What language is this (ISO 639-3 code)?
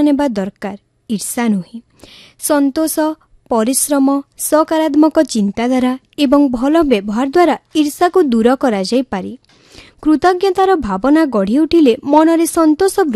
ori